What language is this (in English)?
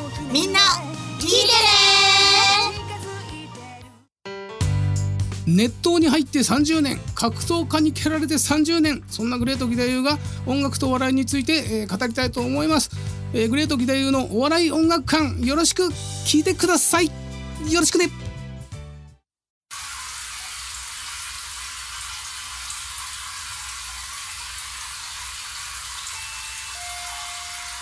Japanese